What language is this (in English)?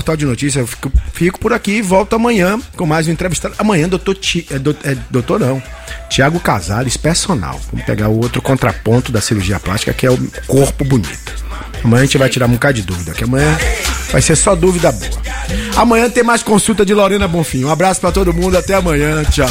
Portuguese